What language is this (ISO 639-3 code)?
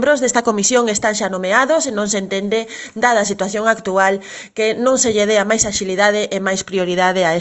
glg